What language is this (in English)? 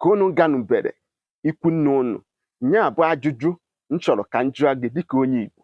Igbo